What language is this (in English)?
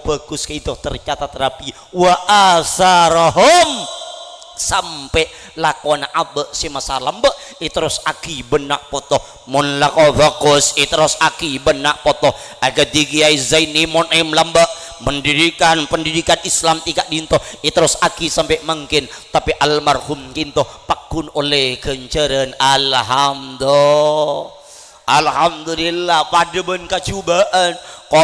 Madurese